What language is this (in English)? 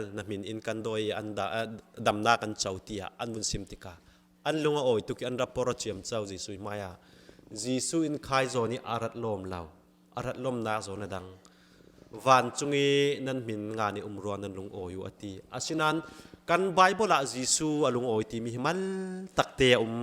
Falam Chin